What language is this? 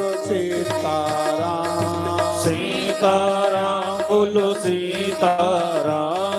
Dogri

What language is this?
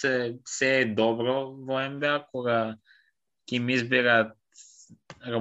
Macedonian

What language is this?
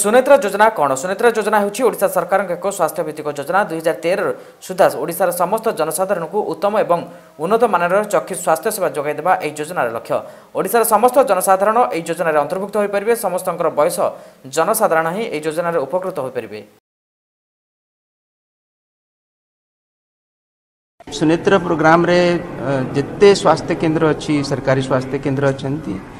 Odia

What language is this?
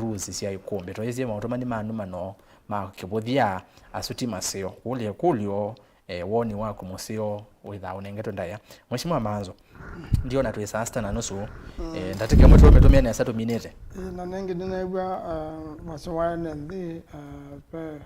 Kamba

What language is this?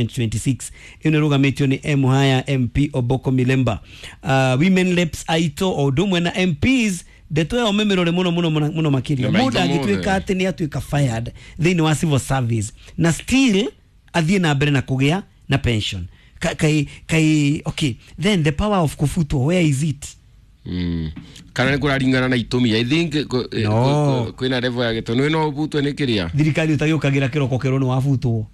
Kikuyu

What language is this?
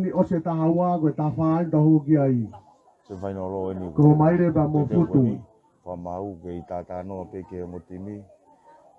Tongan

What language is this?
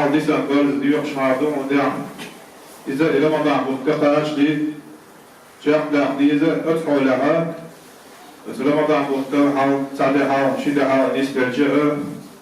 Chechen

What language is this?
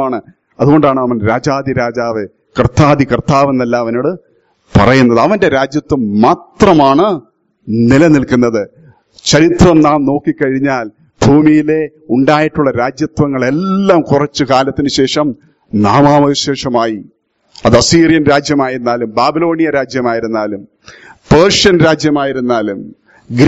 Malayalam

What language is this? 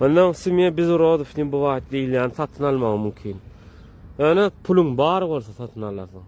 Turkmen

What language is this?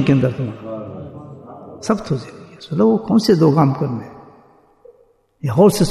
Urdu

